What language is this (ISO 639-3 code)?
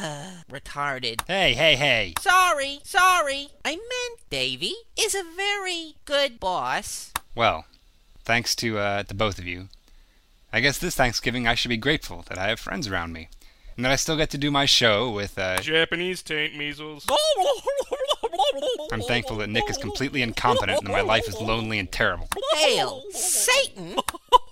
eng